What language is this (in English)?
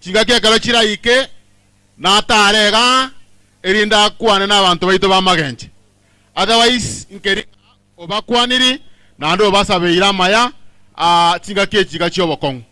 Gusii